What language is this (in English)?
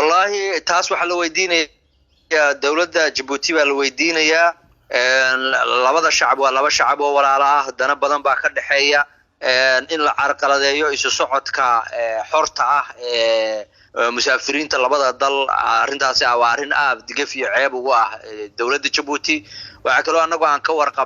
Somali